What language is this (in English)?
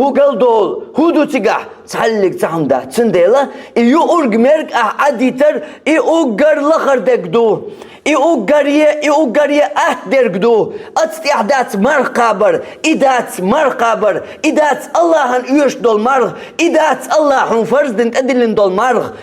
Chechen